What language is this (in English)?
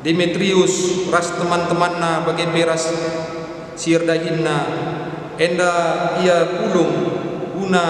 Batak Karo